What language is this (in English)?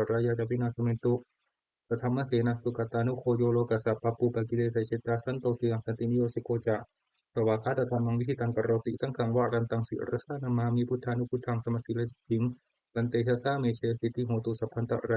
Pali